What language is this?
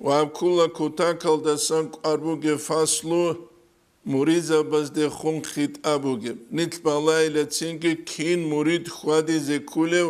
Avaric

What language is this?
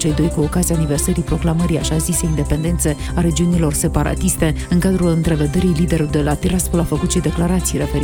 Romanian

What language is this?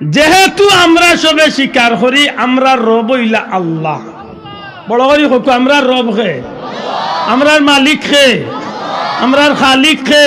Sylheti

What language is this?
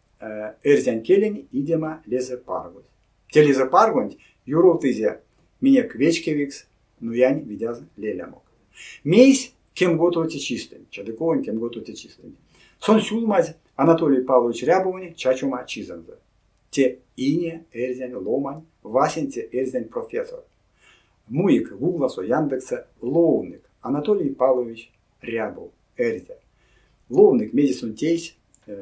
Erzya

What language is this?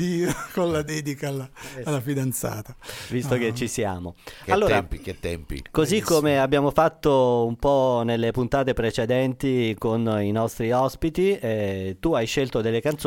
Italian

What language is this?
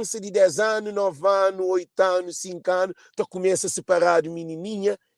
Kabuverdianu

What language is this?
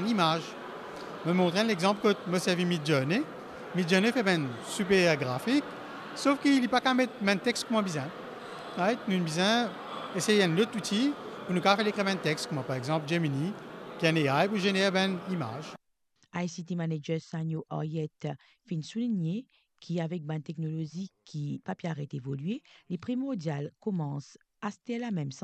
Morisyen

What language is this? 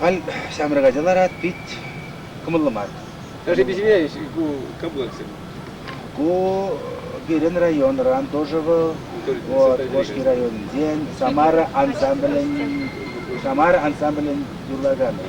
Chuvash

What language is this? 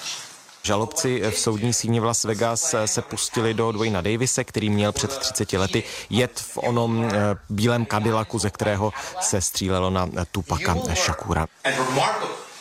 Czech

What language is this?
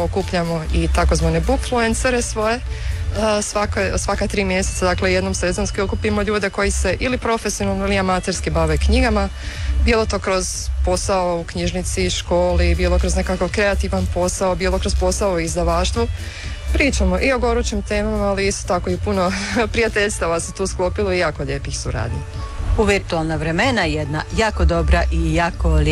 Croatian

